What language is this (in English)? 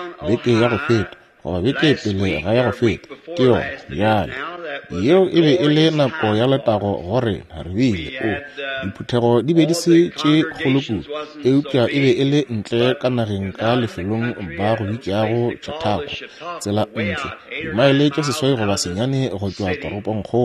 Northern Sotho